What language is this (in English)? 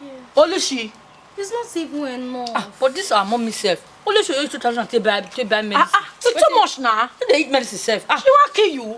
Nigerian Pidgin